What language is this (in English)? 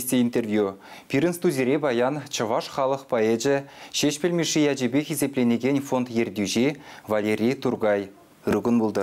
Chuvash